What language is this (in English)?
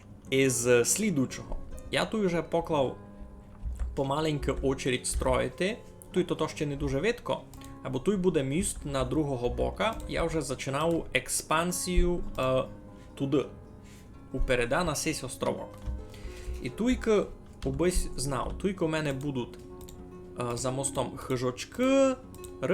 Rusyn